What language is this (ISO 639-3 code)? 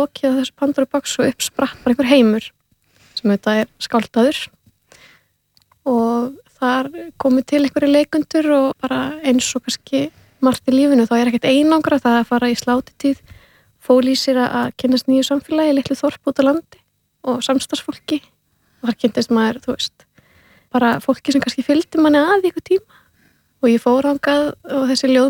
isl